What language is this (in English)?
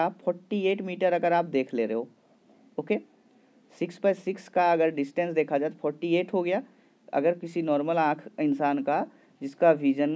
Hindi